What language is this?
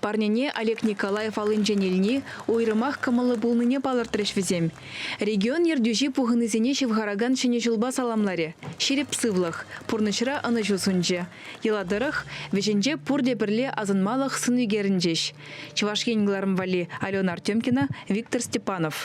Chuvash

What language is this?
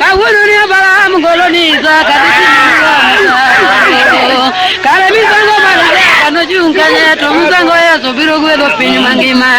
Luo (Kenya and Tanzania)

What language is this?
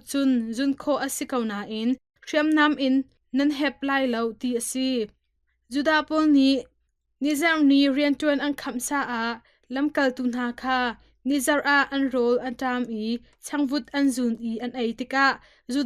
Hakha Chin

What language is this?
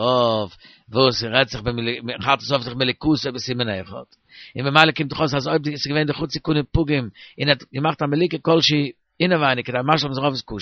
Yiddish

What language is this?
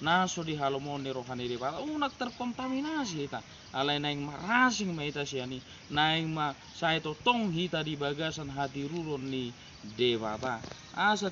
Batak Toba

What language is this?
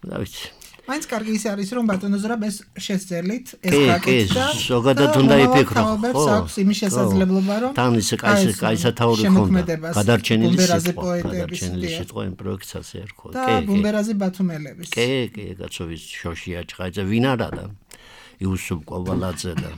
Georgian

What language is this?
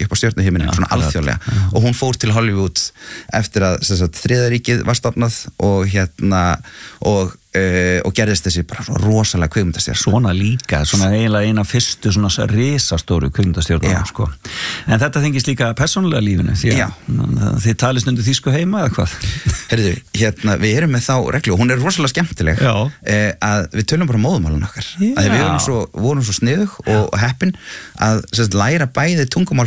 Icelandic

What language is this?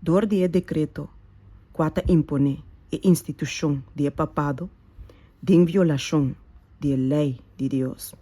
Papiamento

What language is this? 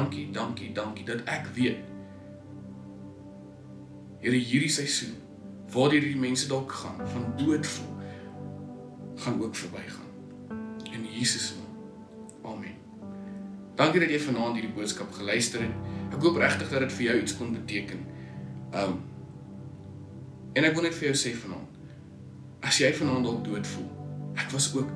Afrikaans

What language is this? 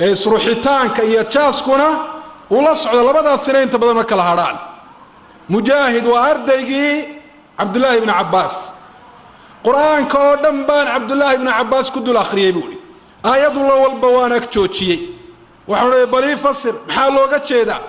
Somali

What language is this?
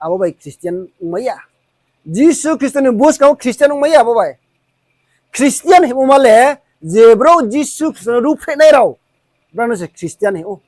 Riang (India)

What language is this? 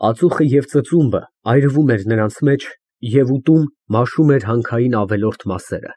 Armenian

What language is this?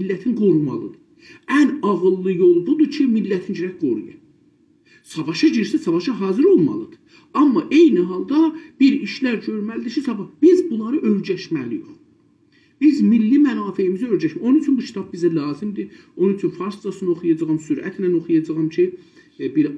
South Azerbaijani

